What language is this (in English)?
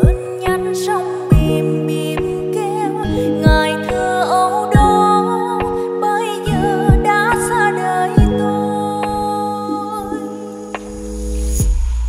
Vietnamese